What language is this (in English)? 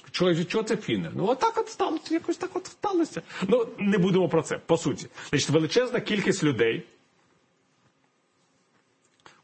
Ukrainian